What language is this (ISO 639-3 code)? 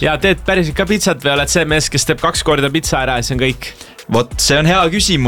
est